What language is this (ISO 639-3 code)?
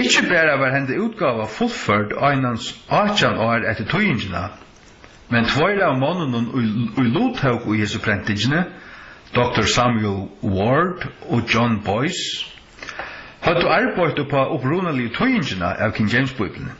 fao